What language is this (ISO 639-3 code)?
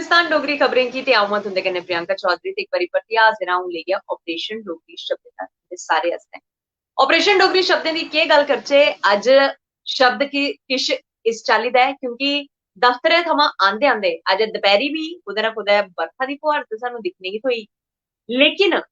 doi